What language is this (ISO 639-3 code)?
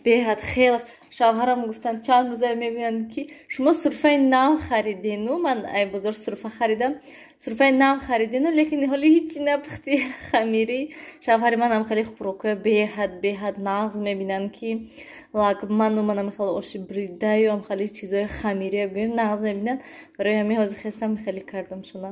tgk